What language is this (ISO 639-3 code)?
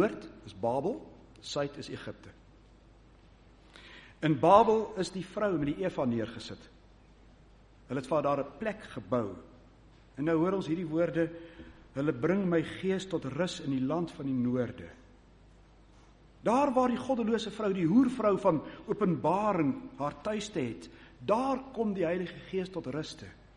afr